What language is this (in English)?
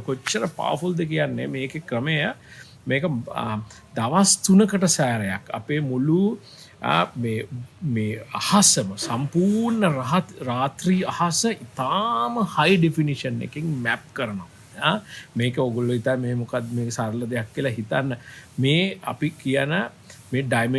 Sinhala